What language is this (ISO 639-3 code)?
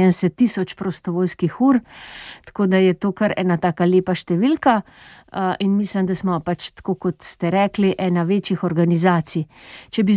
slv